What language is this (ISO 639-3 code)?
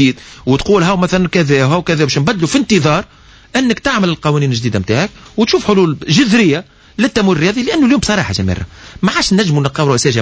aeb